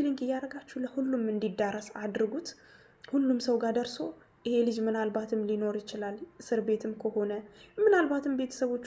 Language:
Amharic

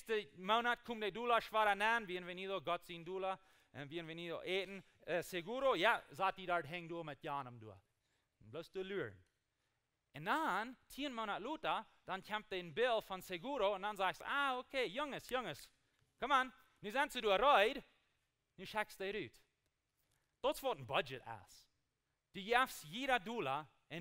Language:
Plautdietsch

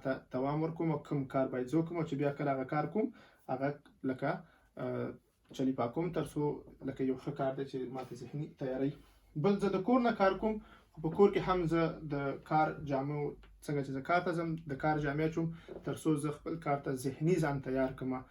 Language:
Pashto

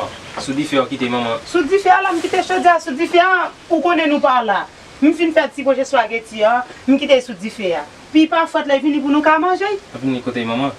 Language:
Haitian Creole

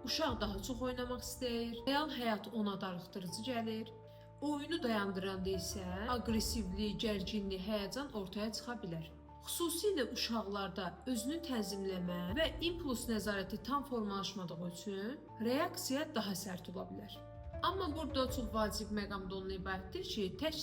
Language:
Azerbaijani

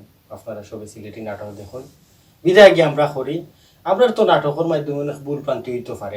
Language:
Sylheti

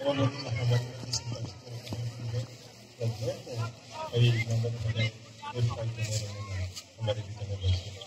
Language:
Kok Borok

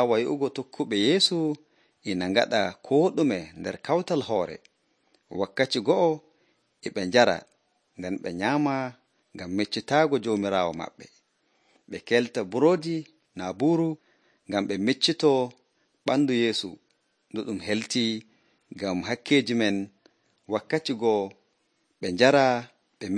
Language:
Nigerian Fulfulde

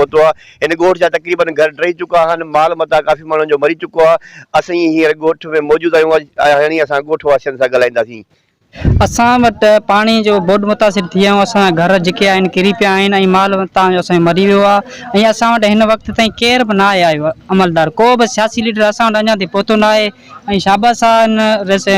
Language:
Sindhi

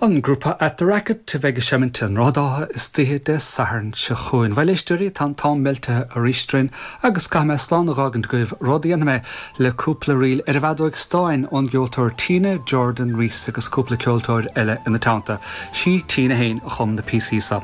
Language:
Irish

